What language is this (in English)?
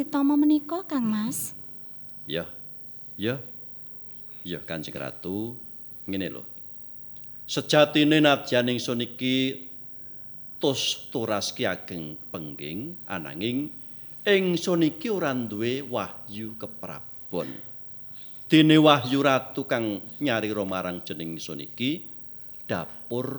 Javanese